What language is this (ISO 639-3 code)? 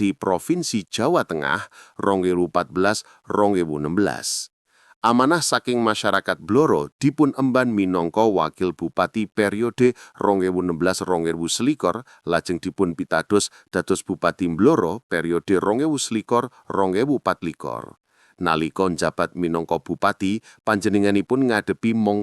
jav